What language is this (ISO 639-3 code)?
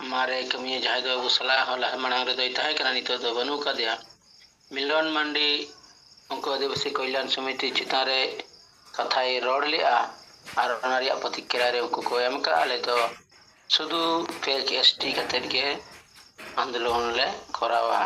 sat